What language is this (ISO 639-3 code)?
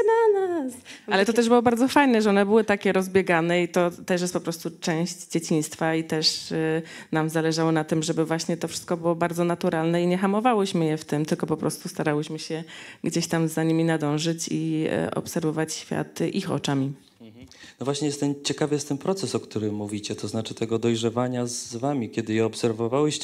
pol